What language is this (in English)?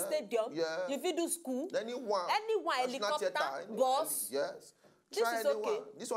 Nigerian Pidgin